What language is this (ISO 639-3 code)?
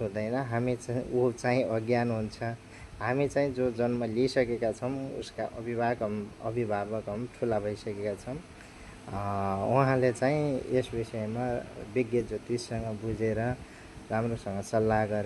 nep